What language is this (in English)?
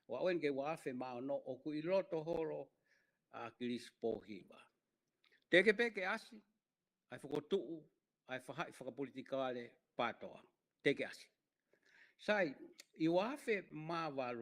Tongan